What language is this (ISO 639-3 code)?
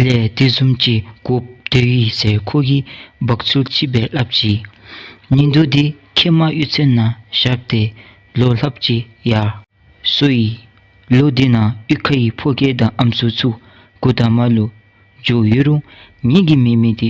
dzo